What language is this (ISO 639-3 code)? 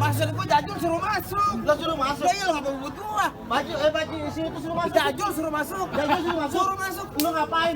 bew